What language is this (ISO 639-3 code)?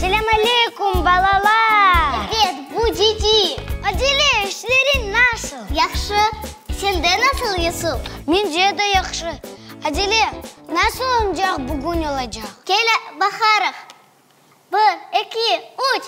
crh